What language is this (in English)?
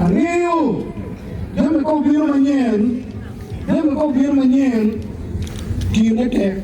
Acoli